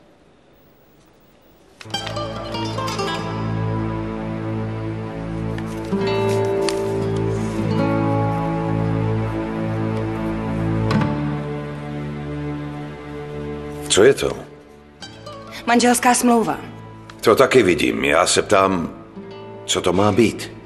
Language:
Czech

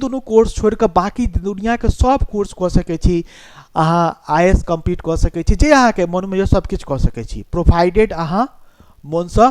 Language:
Maithili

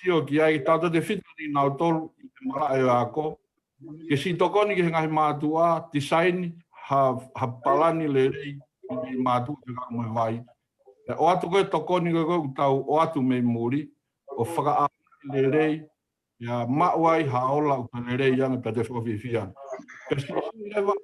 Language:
Tongan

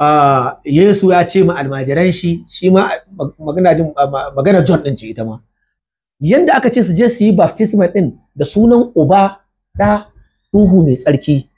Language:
Hausa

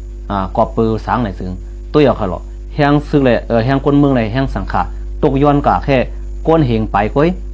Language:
Shan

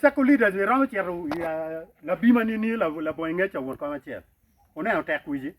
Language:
Acoli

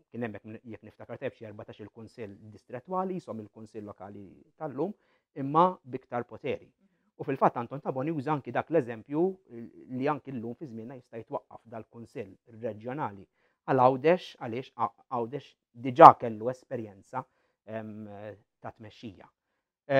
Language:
Maltese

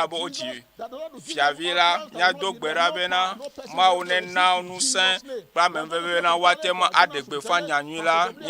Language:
Ewe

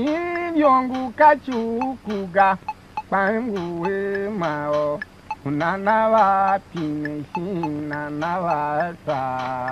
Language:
Tiv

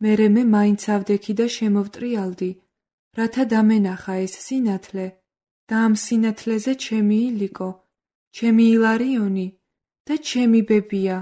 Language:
Georgian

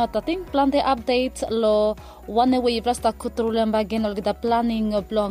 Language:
Bislama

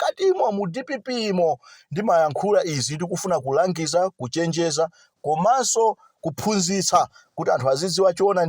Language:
Nyanja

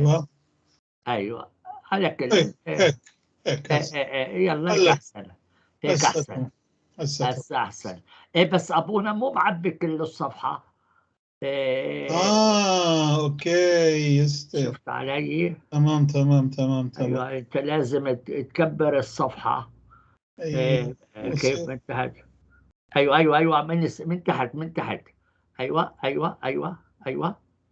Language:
North Levantine Arabic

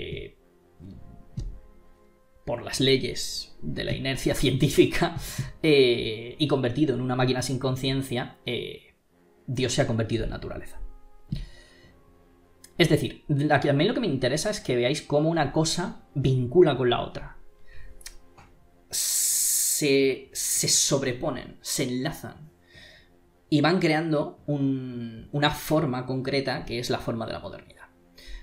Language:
Spanish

